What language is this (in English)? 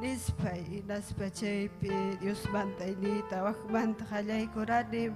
Ayacucho Quechua